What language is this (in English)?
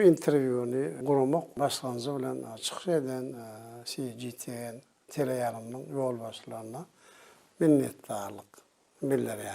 Turkmen